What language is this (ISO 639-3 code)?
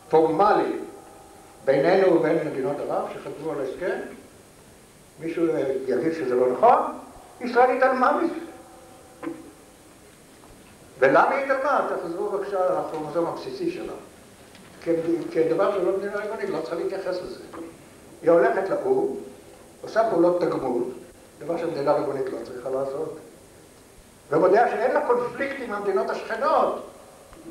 heb